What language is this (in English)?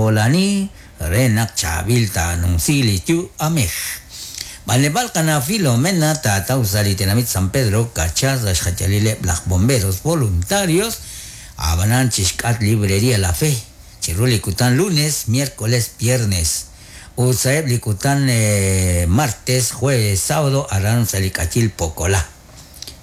Kekchí